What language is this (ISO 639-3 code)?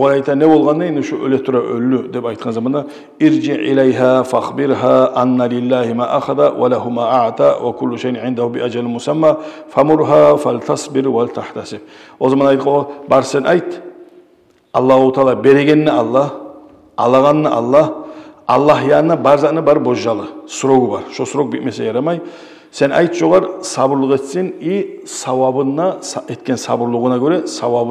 kum